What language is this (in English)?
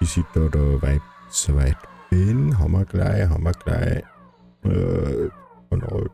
Bavarian